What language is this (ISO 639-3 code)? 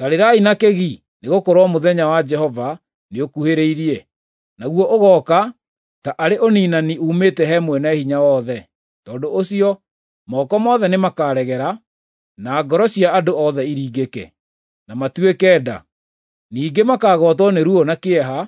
kik